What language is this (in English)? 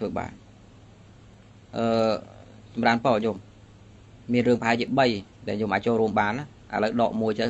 Khmer